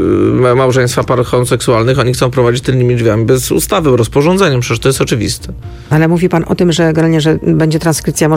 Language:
Polish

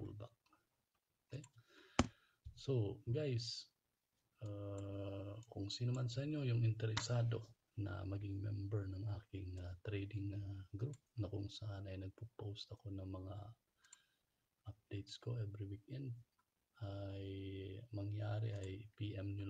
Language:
Filipino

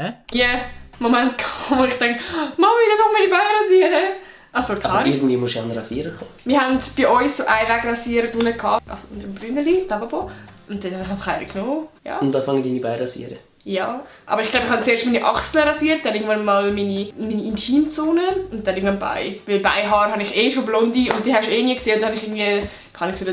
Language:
Swiss German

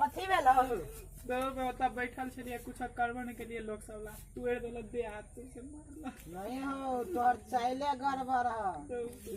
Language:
Maithili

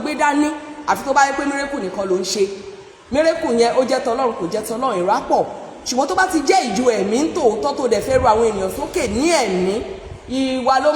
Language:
Yoruba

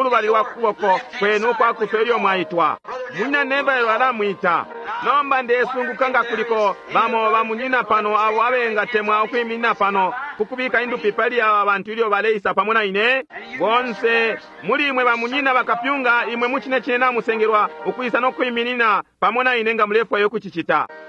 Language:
Bemba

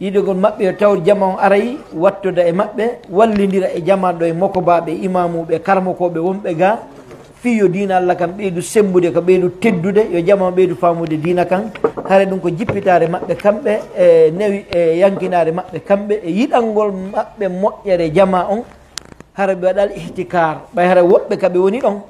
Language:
Pular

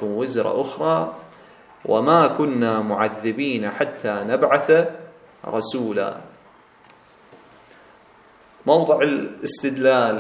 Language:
Arabic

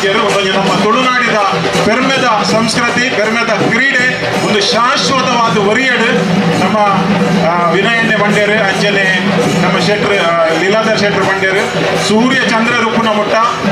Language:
Tulu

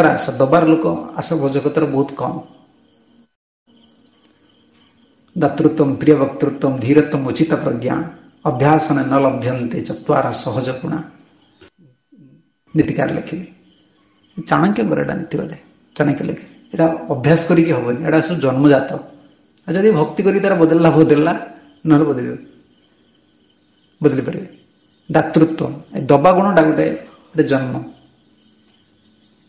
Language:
Odia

